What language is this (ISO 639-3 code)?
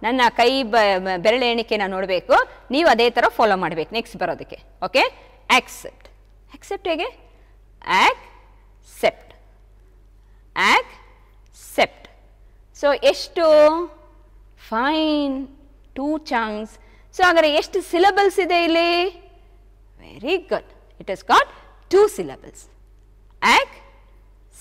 kan